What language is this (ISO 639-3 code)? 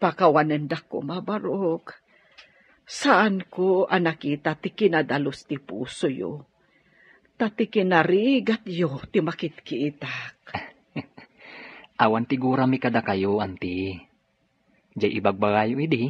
ilo